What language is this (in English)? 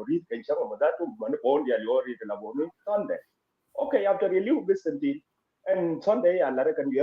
Nuer